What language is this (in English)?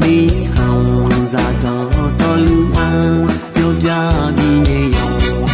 Akha